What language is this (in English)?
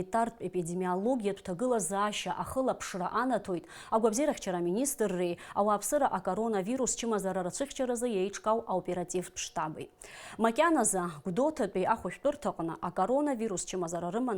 Abkhazian